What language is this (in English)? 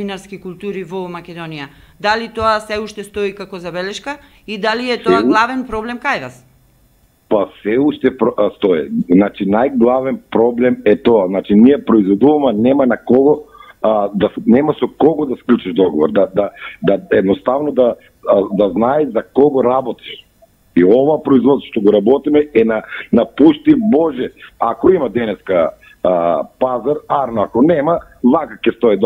Macedonian